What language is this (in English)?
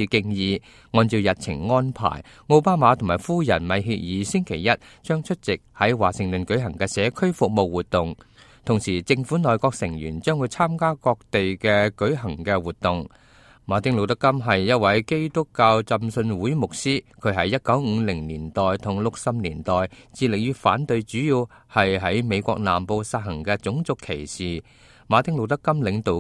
Cantonese